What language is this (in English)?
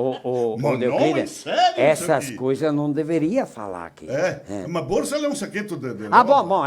Venetian